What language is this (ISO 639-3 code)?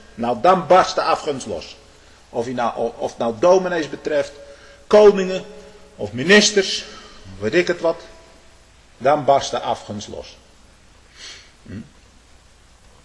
nld